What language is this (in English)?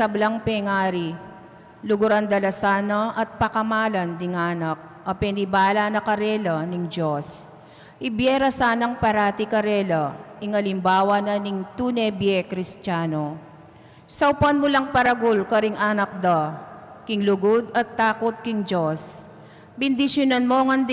Pampanga